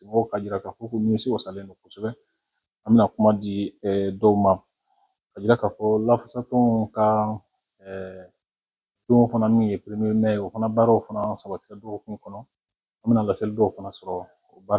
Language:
Bambara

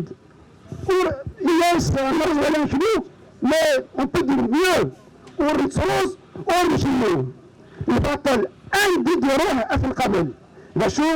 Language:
Kabyle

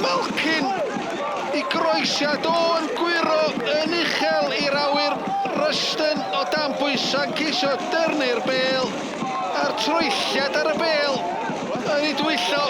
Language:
Welsh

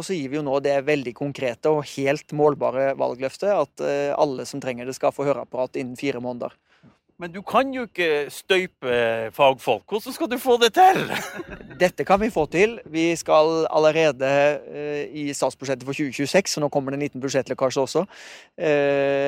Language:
Norwegian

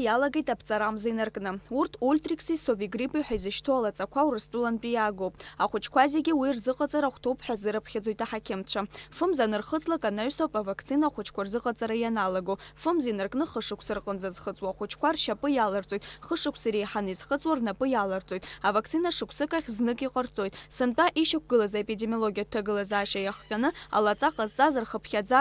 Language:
Abkhazian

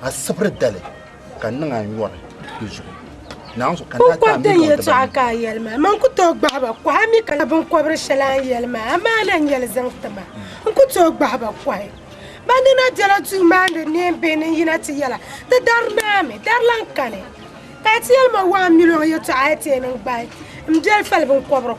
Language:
Dagbani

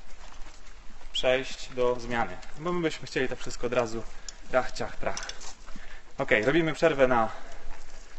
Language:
Polish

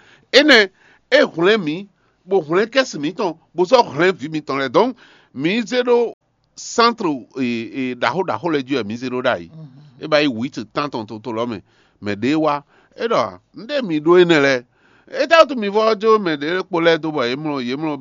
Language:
Fon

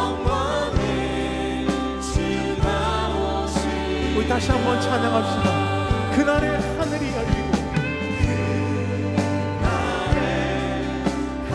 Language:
Korean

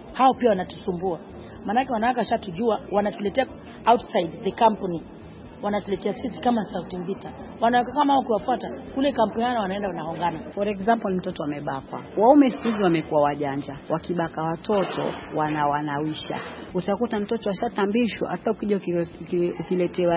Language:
Swahili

